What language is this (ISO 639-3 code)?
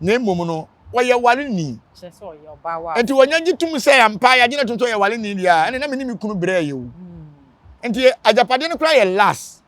aka